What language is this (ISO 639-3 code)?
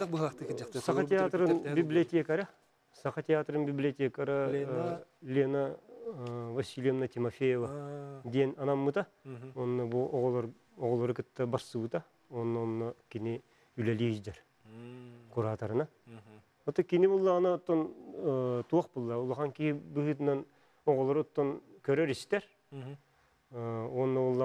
sah